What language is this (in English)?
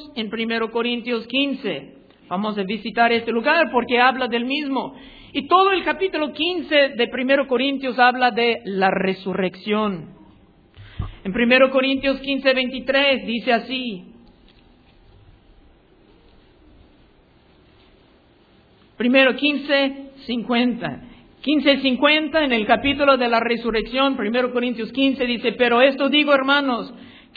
Spanish